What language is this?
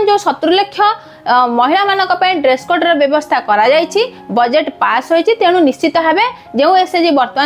Odia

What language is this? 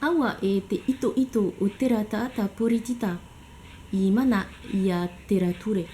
Tahitian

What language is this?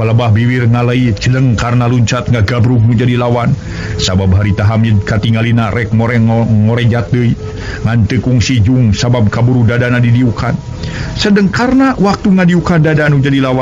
Sundanese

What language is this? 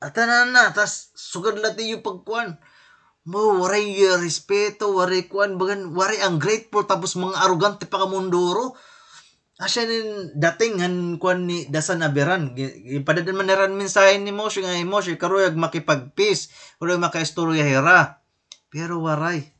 Waray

